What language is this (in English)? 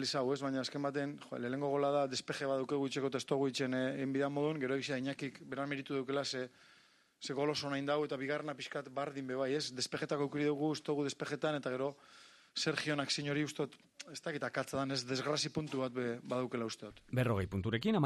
Basque